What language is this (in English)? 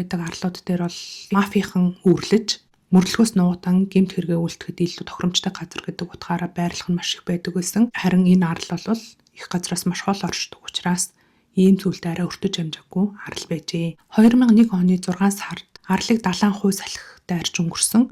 Mongolian